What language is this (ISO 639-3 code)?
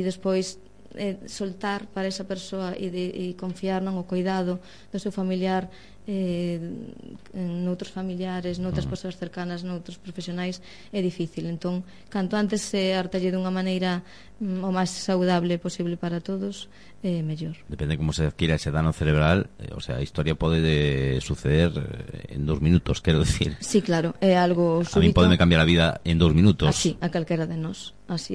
glg